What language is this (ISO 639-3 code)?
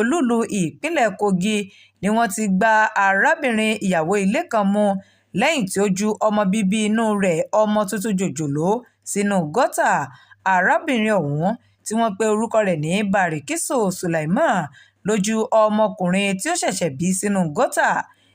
yor